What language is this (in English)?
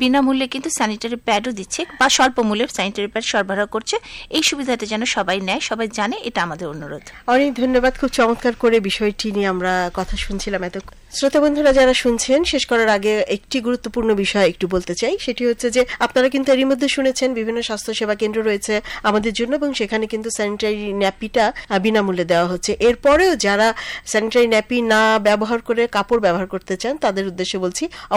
Bangla